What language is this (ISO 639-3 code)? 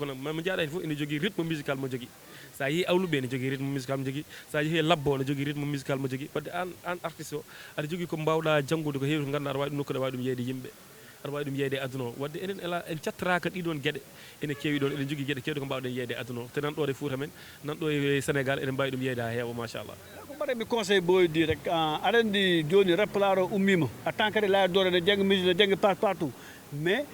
ful